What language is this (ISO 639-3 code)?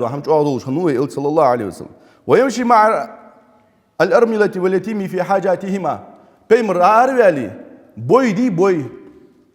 inh